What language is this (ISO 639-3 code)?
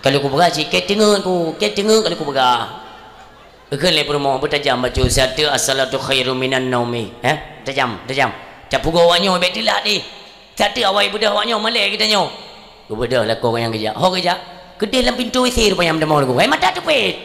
ace